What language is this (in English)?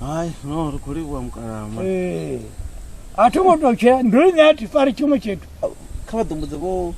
Venda